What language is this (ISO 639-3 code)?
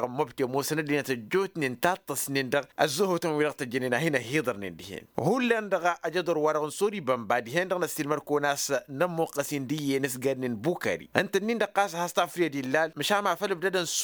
taq